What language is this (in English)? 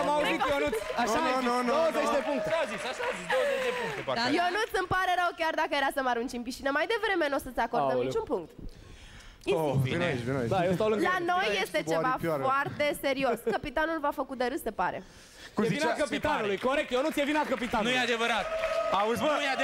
Romanian